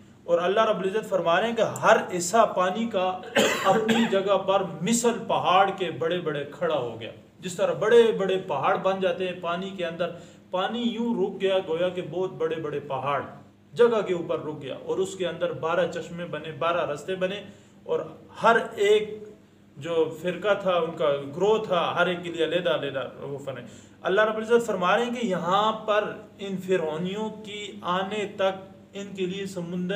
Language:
Urdu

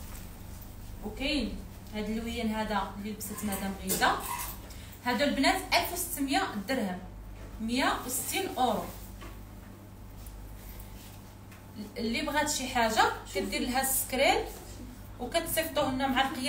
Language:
Moroccan Arabic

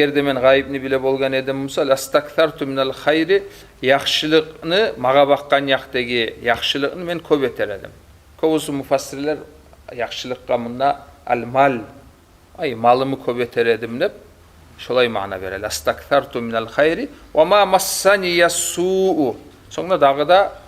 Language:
Kumyk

